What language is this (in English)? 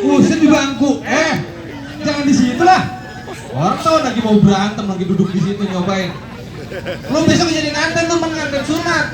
Betawi